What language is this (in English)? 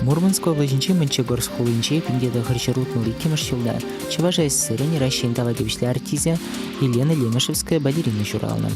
Chuvash